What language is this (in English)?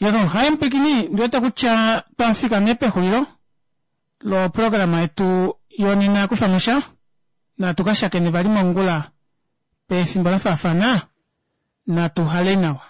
Kuanyama